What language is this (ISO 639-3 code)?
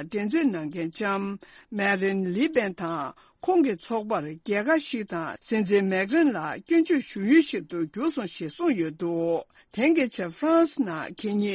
bod